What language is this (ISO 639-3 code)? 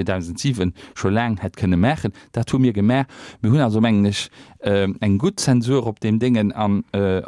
ltz